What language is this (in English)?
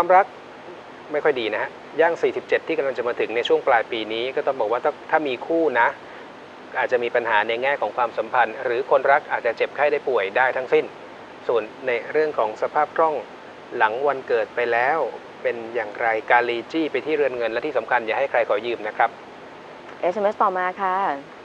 Thai